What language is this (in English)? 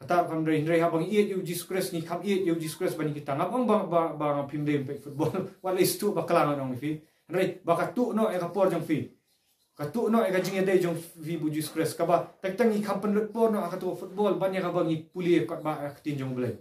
Khasi